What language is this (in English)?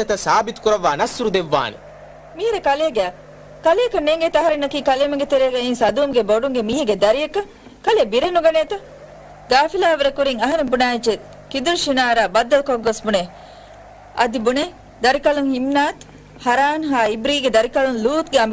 Divehi